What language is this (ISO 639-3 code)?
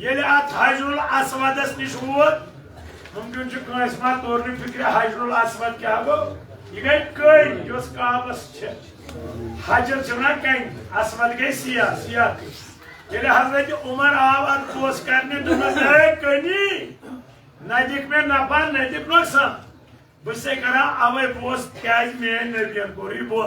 kas